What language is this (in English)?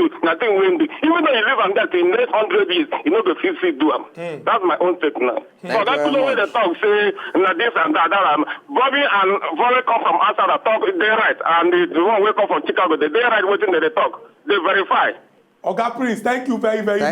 Nigerian Pidgin